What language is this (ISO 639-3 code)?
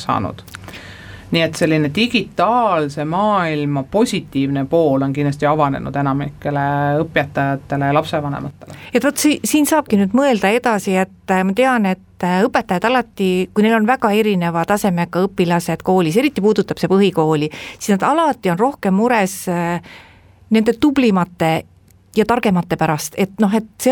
est